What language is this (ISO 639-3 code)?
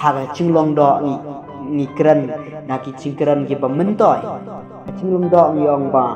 kha